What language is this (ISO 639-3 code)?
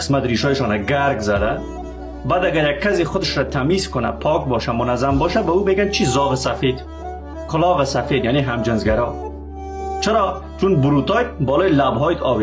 fas